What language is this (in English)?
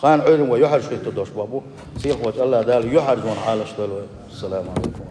Chechen